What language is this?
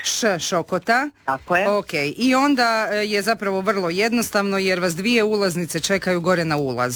Croatian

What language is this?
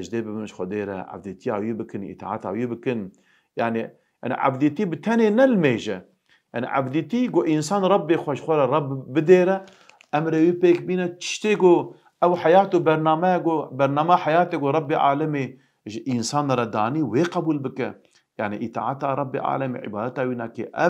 Kurdish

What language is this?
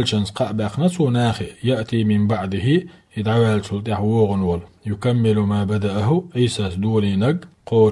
Chechen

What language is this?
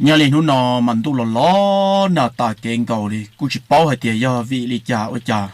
Hmong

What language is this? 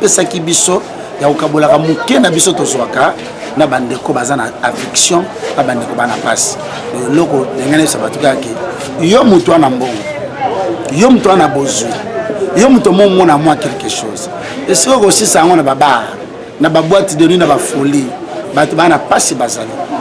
Lingala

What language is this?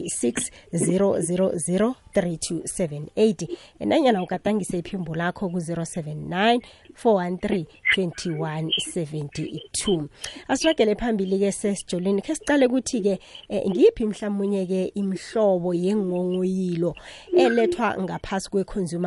South Ndebele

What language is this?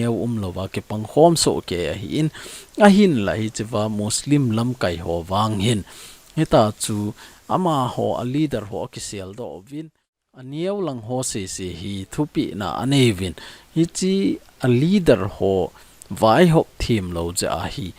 Thado Chin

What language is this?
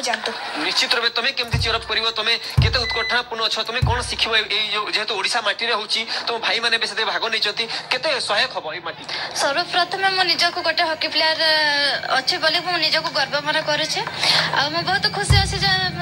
Odia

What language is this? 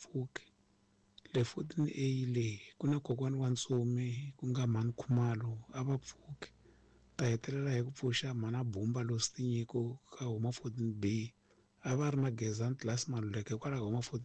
Tsonga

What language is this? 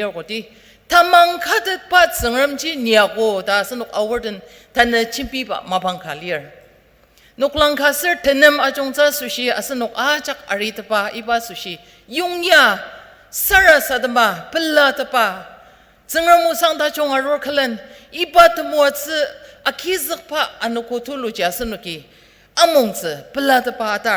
Ao Naga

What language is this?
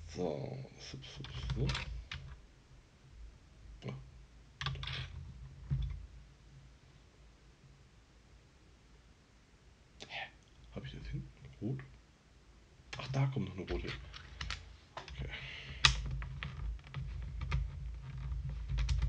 German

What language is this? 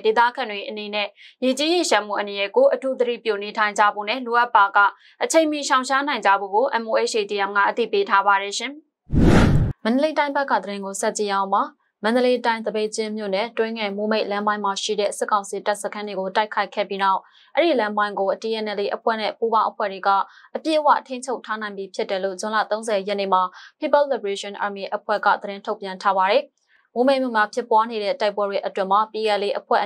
Burmese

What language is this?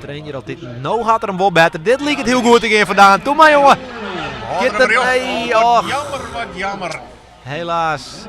Western Frisian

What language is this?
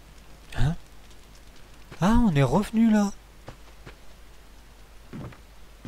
French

